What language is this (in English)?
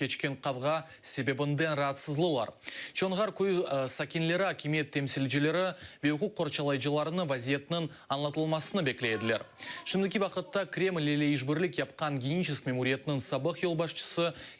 Crimean Tatar